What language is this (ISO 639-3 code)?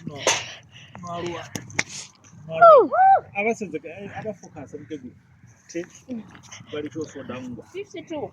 ven